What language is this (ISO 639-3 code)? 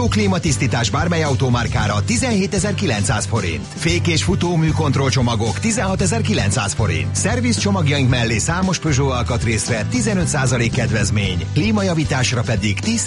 hun